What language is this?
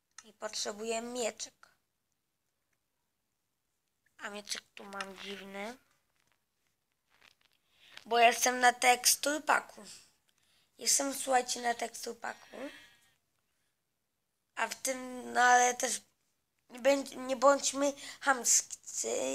Polish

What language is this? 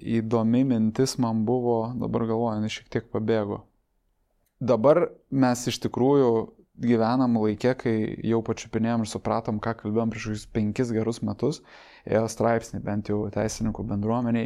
Lithuanian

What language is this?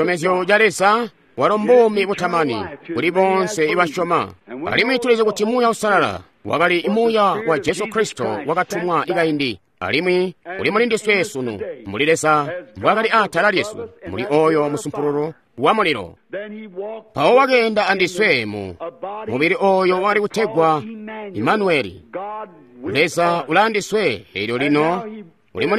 Tonga (Zambia)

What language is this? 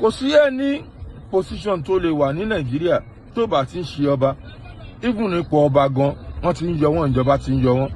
Yoruba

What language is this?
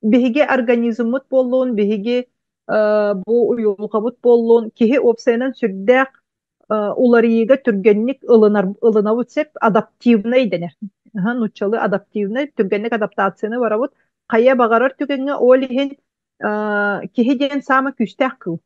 Yakut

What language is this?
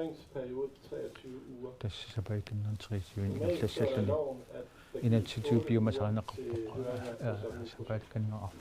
Kalaallisut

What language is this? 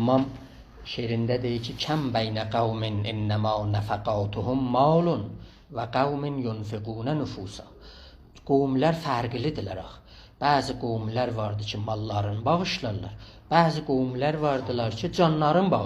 South Azerbaijani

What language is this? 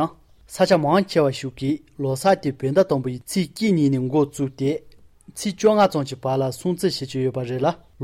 Tibetan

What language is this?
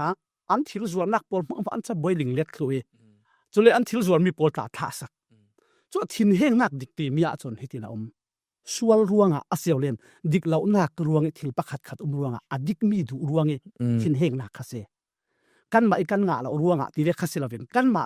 Falam Chin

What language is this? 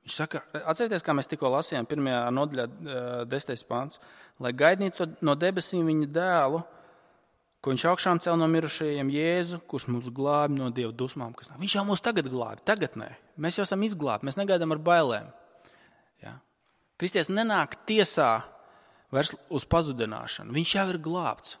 Latvian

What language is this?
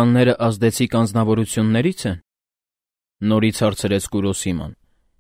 Armenian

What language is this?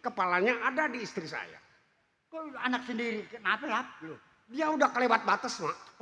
Betawi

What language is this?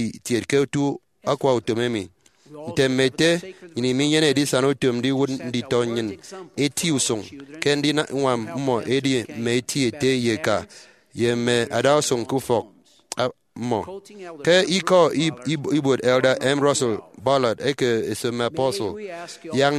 Efik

